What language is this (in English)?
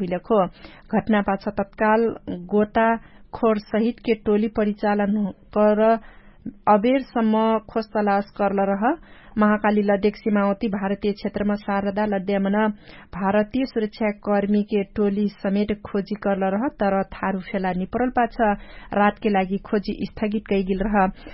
Dangaura Tharu